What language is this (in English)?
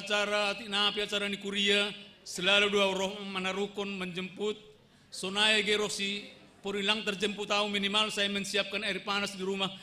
Batak Simalungun